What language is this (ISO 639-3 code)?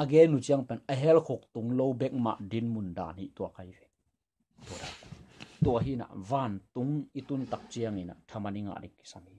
ctd